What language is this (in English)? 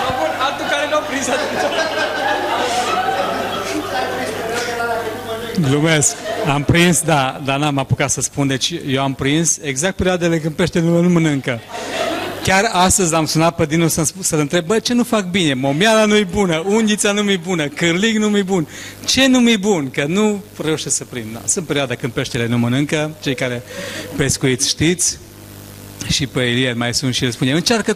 Romanian